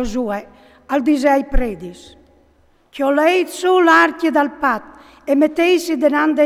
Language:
Friulian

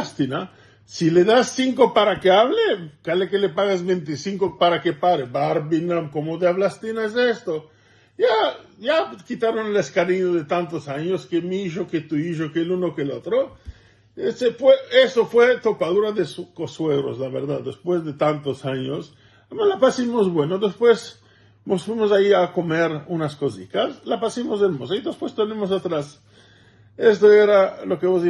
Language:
Ladino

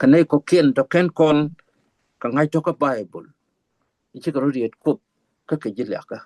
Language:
Nuer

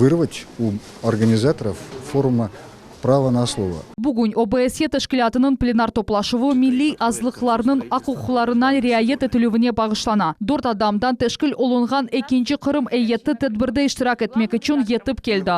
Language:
Crimean Tatar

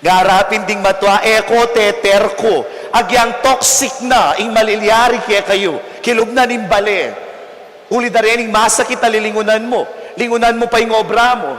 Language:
Pampanga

